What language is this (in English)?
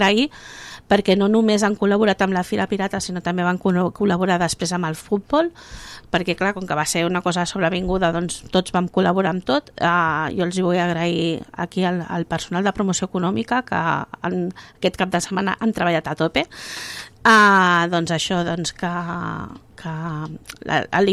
Catalan